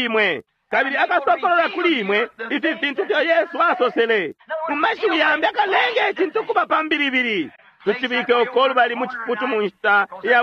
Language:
Bemba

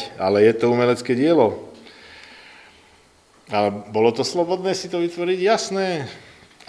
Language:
Slovak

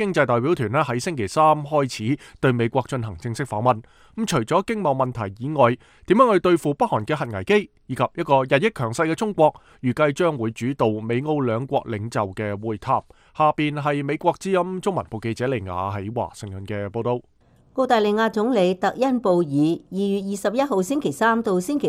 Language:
Cantonese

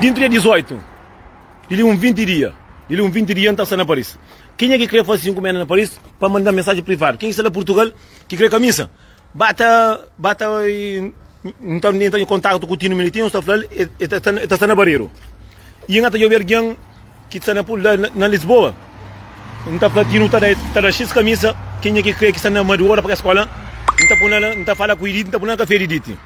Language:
Kabuverdianu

